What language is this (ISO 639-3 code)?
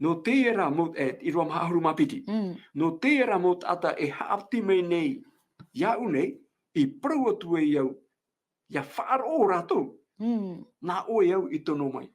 tah